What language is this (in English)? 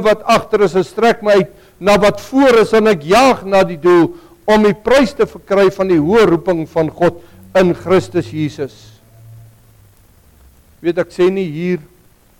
Afrikaans